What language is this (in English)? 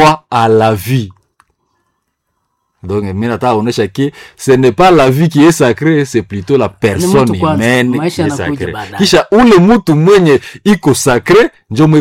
Swahili